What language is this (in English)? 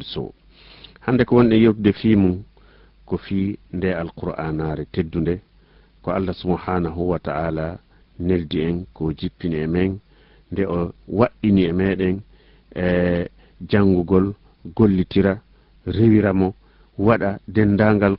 Fula